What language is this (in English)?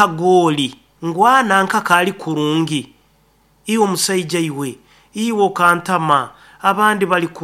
Nyoro